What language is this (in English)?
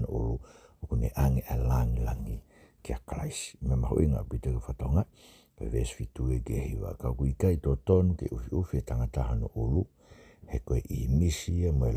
Tongan